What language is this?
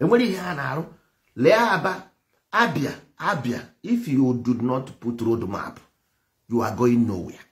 Igbo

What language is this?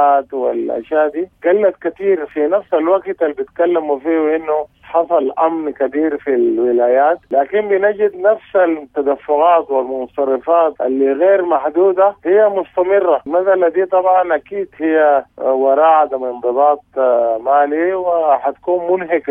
Sudanese Arabic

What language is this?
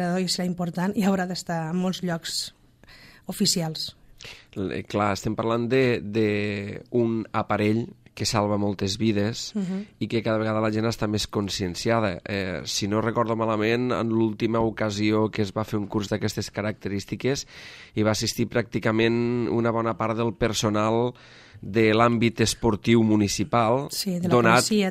Catalan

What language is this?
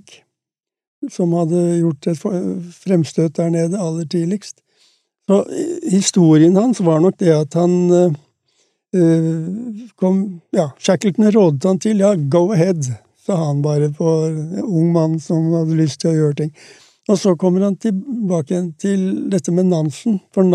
Norwegian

